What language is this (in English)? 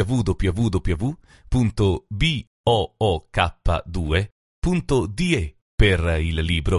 Albanian